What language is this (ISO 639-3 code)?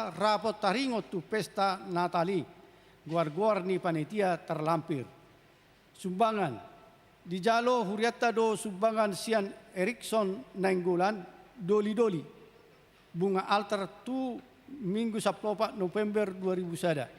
bbc